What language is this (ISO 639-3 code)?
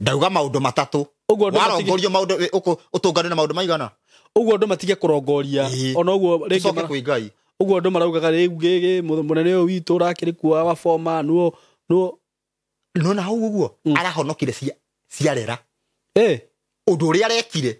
kik